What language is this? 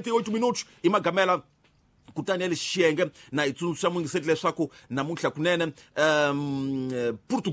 Tsonga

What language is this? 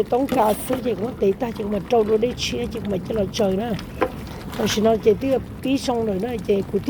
Hmong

